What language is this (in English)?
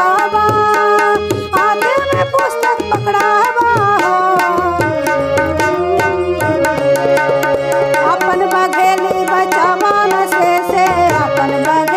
Bagheli